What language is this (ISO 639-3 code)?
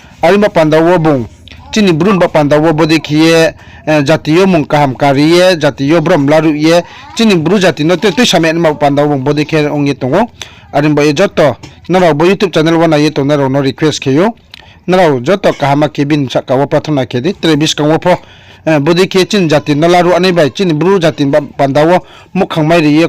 ria